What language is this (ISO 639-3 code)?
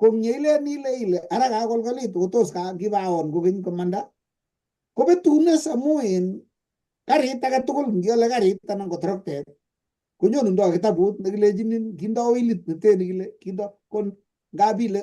kln